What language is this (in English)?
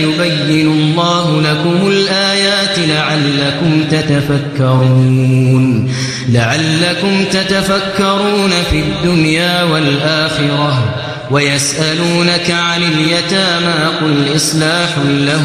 Arabic